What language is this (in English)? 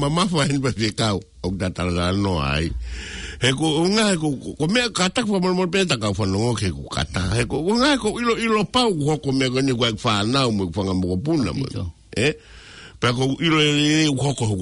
Tongan